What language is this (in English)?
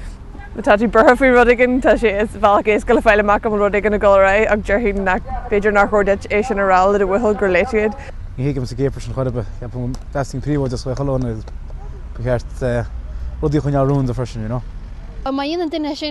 Irish